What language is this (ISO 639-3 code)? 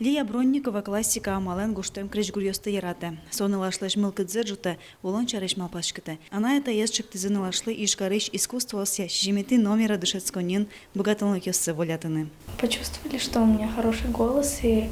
udm